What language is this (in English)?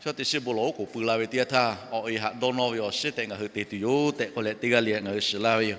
Lahu